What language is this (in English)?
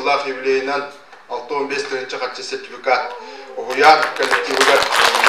Yakut